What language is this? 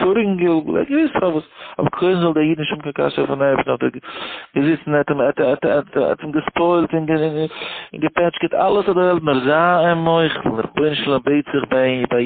Yiddish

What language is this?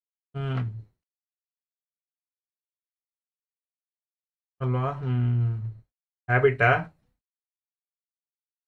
Kannada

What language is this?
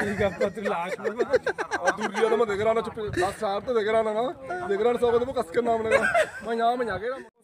Baluchi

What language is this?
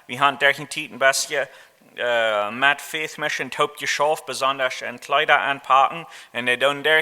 Plautdietsch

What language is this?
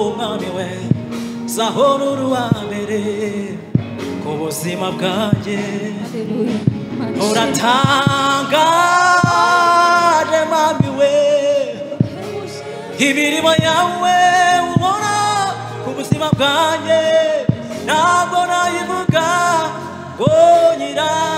Kinyarwanda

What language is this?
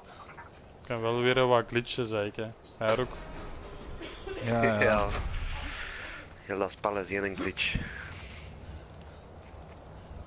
Dutch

